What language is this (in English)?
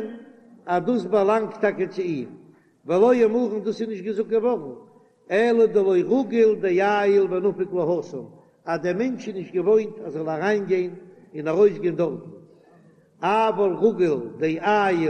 Yiddish